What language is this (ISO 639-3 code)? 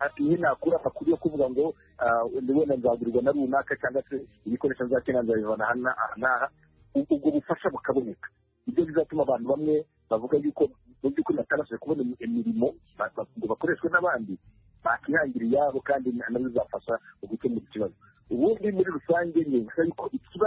kin